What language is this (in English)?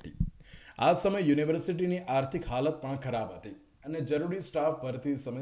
Gujarati